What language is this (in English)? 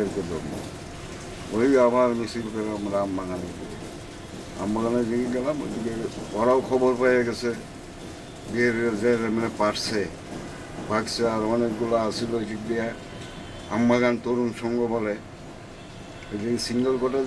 Bangla